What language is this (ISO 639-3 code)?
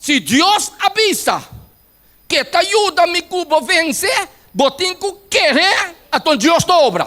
pap